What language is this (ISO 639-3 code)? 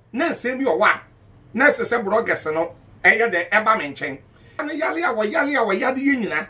aka